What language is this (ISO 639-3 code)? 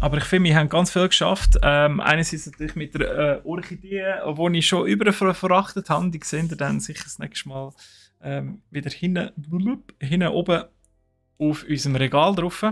gsw